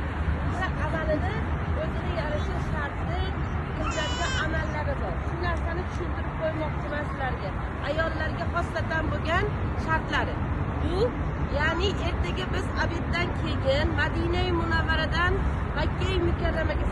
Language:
Uzbek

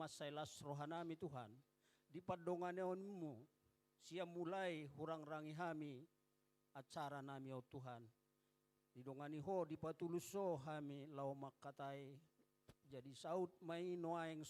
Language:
Batak Toba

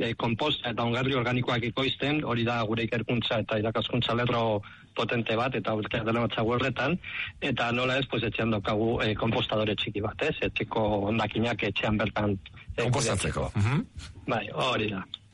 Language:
Basque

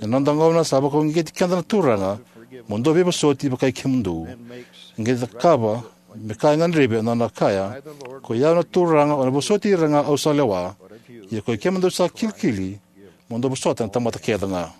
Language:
Fijian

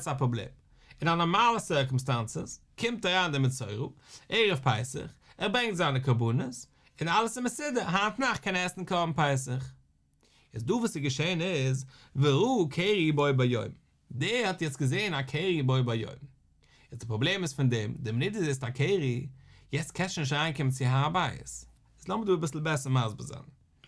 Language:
Yiddish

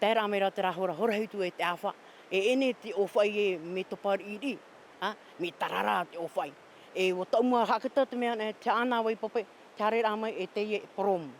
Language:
Tahitian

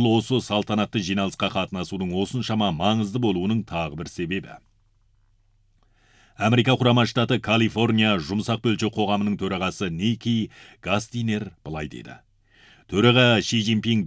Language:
Kazakh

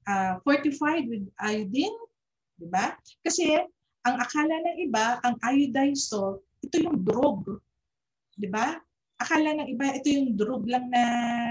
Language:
Filipino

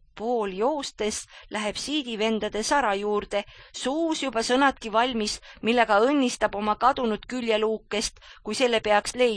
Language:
Estonian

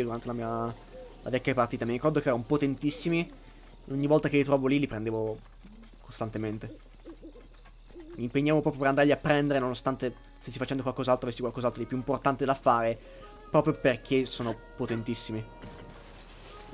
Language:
Italian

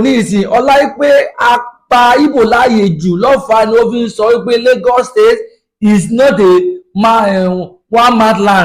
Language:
Yoruba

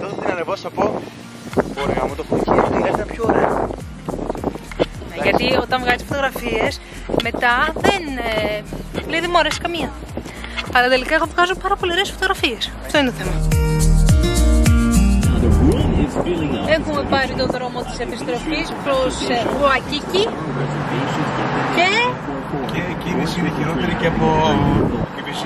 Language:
Greek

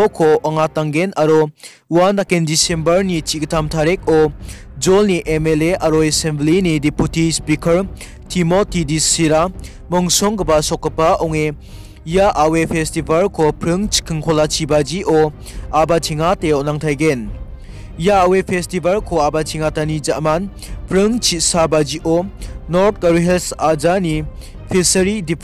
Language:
Garo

